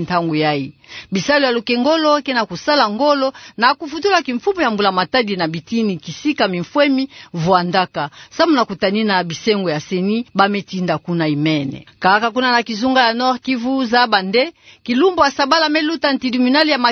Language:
Kituba (Democratic Republic of Congo)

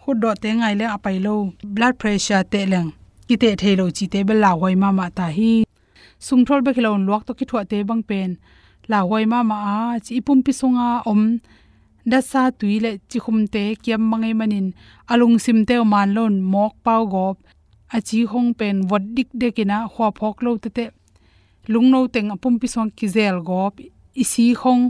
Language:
Tedim Chin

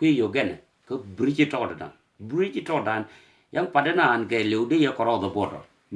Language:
Nuer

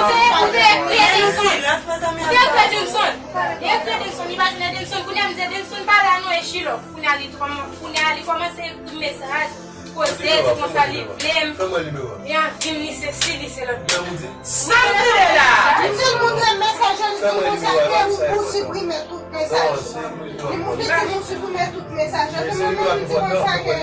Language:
Haitian Creole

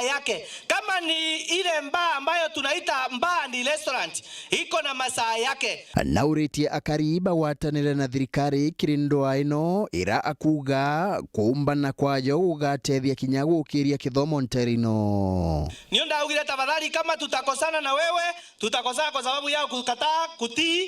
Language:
Meru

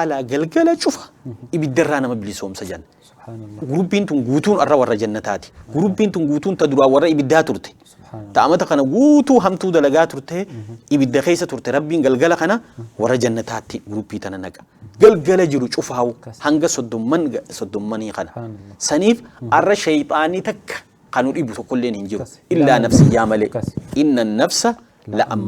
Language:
Oromo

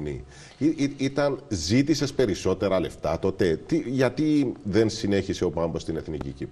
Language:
Greek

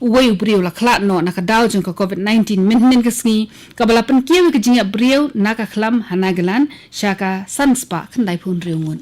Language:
Khasi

